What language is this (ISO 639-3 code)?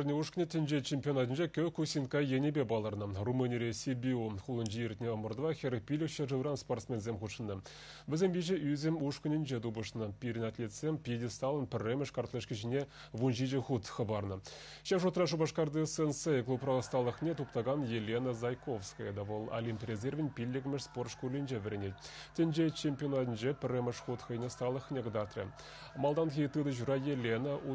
chv